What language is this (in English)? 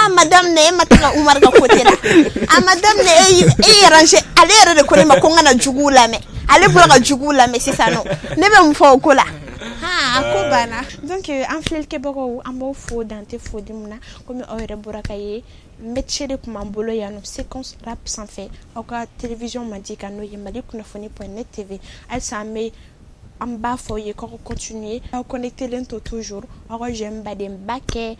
Bambara